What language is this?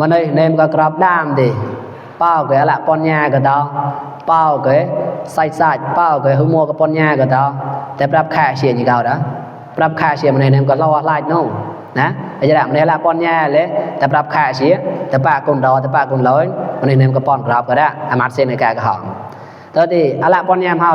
Mon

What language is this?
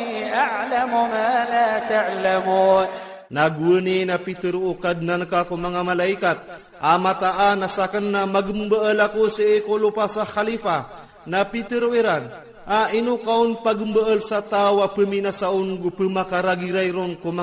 Iranun (Philippines)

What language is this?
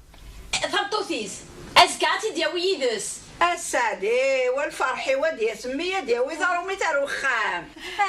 Kabyle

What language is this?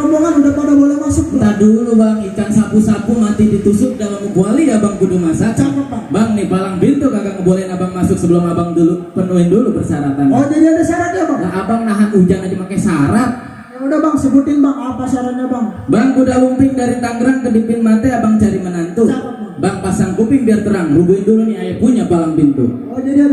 Betawi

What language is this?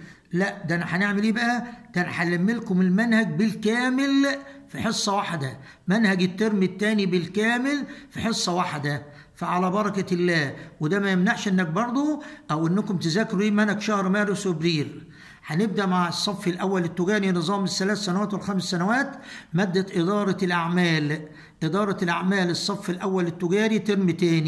Egyptian Arabic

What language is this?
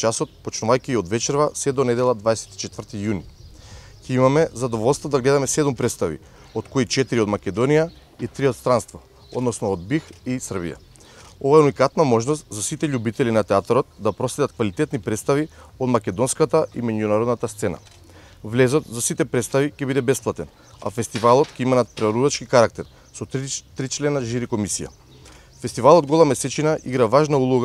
Macedonian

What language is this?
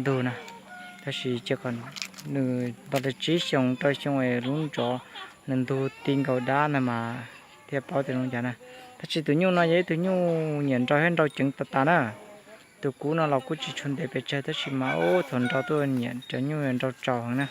Hmong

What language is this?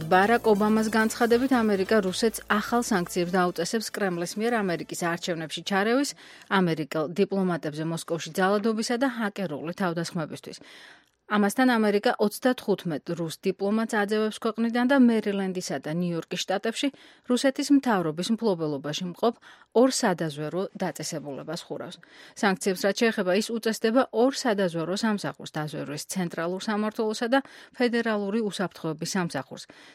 Georgian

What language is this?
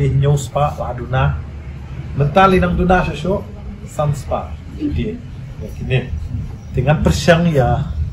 Khasi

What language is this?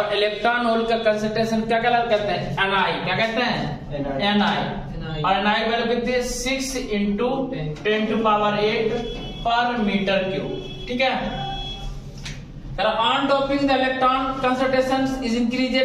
Hindi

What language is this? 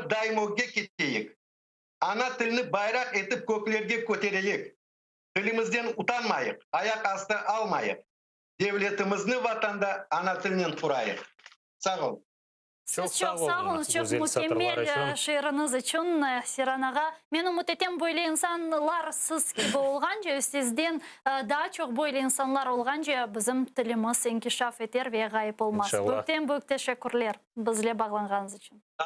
Crimean Tatar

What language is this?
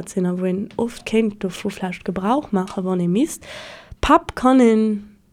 Luxembourgish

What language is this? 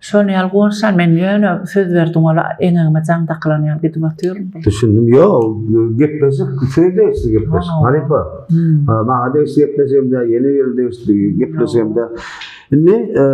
Turkmen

